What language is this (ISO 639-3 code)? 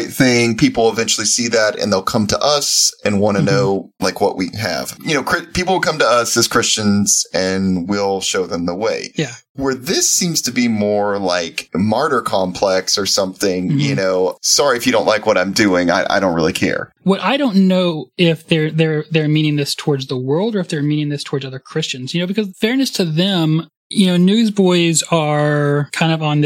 eng